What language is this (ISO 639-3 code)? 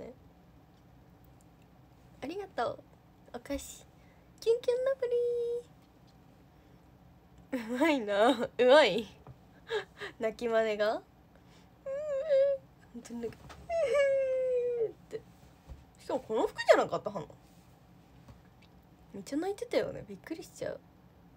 jpn